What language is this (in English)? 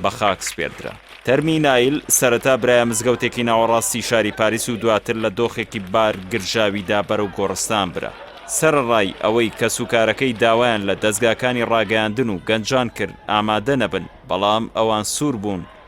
Central Kurdish